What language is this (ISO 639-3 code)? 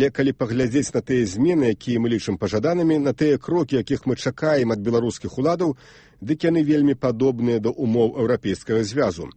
bel